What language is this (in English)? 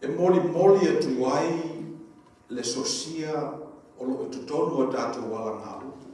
Samoan